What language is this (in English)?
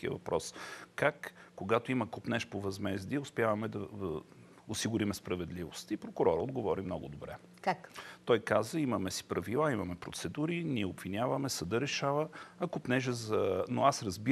Bulgarian